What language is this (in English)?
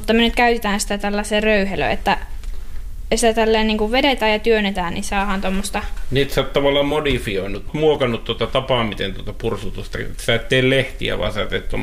Finnish